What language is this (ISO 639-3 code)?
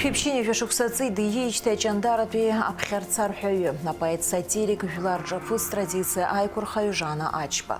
abk